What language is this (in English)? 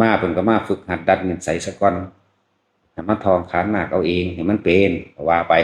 Lao